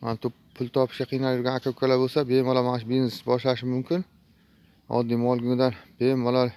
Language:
Uzbek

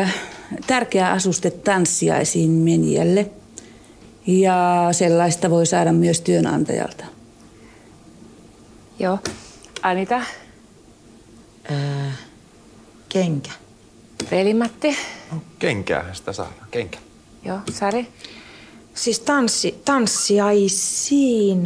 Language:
Finnish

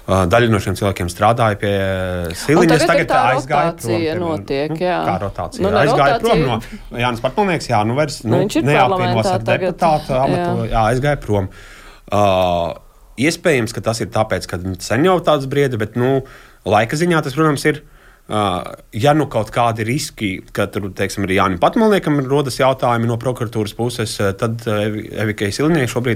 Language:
Latvian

